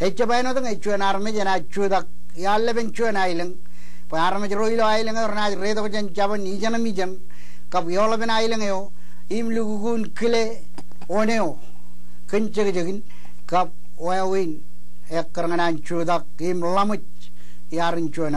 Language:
Marshallese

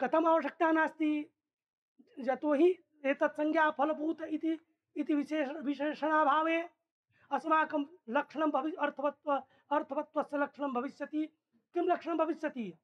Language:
Sanskrit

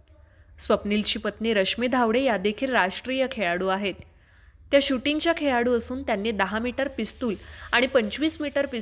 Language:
Marathi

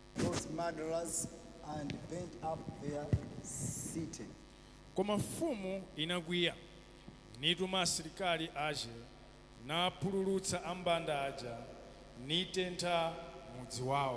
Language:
Nyanja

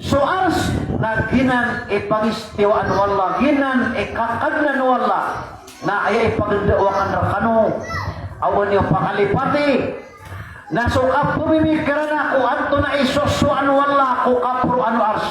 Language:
Maranao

